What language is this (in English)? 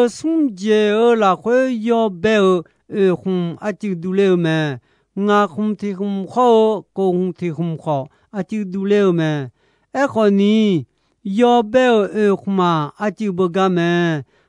Akha